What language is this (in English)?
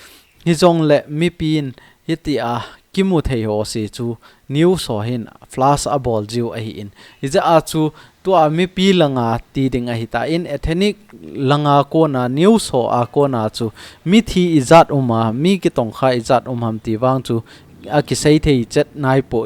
Thado Chin